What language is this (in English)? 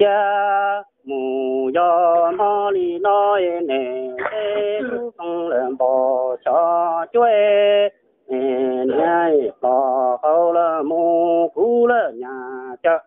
Hmong